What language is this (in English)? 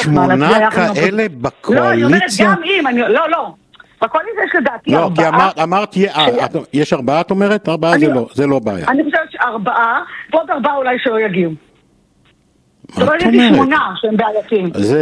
Hebrew